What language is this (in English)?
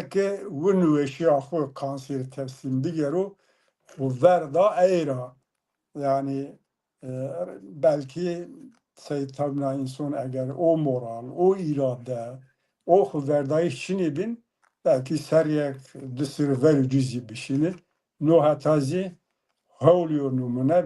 Zaza